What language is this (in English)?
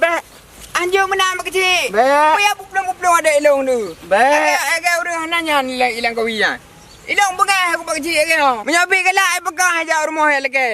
Achinese